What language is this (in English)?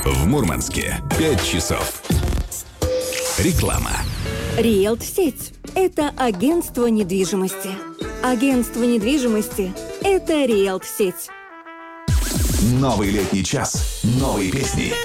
Russian